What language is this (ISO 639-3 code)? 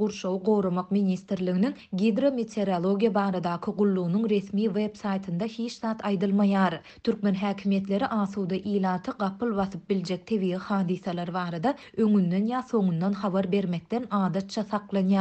tuk